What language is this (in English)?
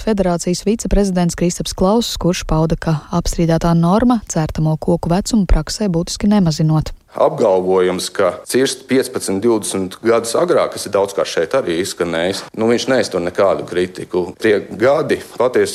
Latvian